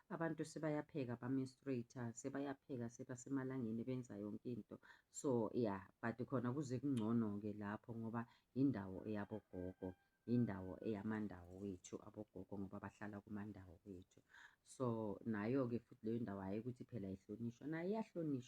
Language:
Zulu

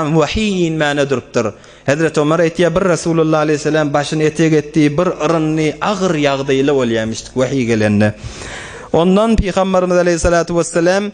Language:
Turkmen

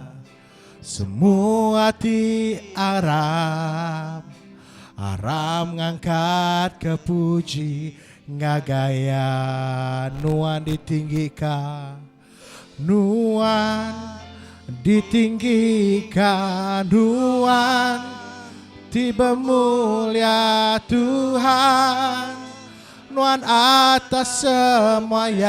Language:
Iban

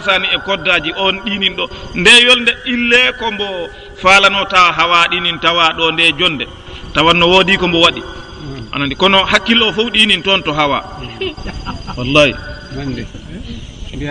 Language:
Fula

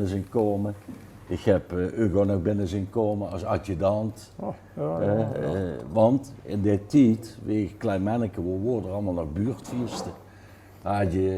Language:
Limburgish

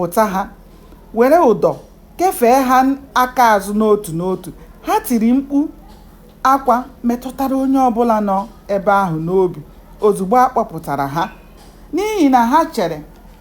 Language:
Igbo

